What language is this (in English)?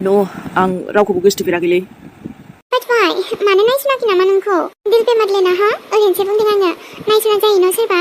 Bodo